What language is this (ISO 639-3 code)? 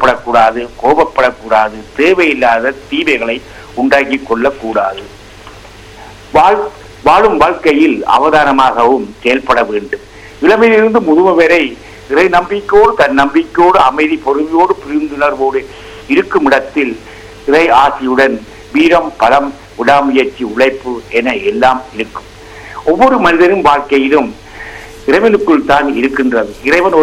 tam